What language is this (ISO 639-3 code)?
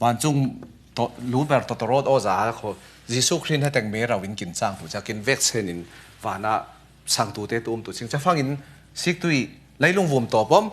cfm